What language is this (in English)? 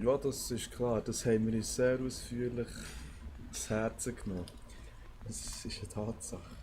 Swiss German